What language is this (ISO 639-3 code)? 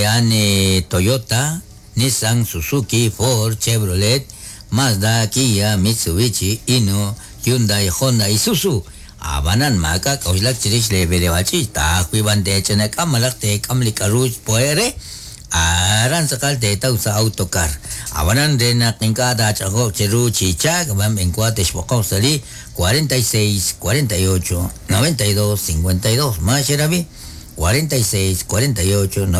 kek